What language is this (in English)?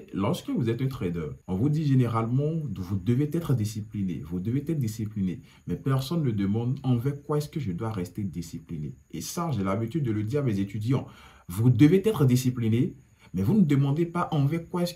French